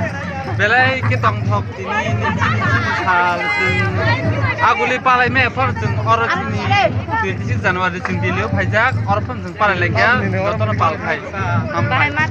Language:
Kok Borok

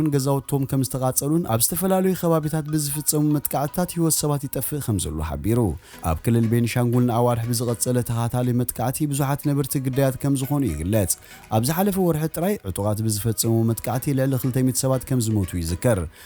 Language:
Tigrinya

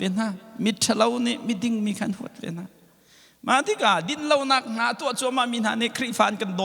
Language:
Hakha Chin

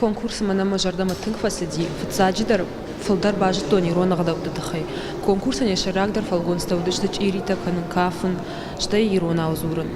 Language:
Ossetic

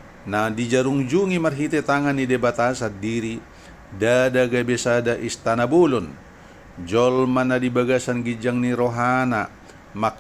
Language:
Batak Toba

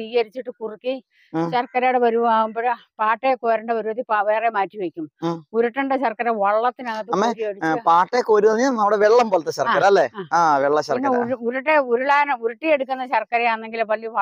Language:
Malayalam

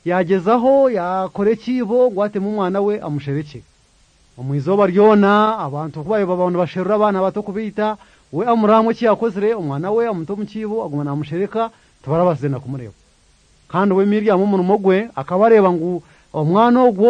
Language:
Kinyarwanda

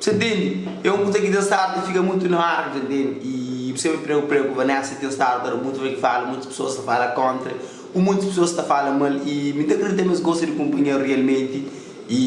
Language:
Kabuverdianu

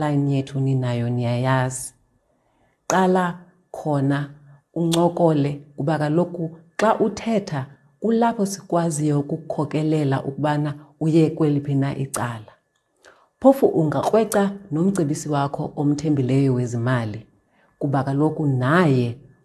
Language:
Xhosa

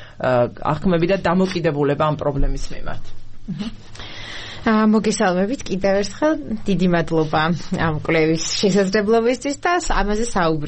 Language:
Georgian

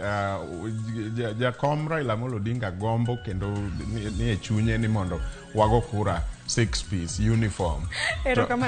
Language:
Luo (Kenya and Tanzania)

